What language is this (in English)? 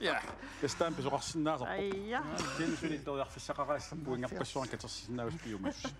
Kalaallisut